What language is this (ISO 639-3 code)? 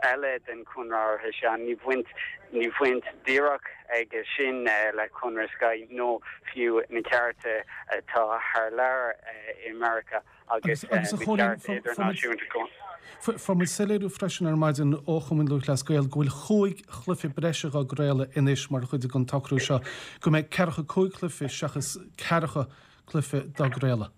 gle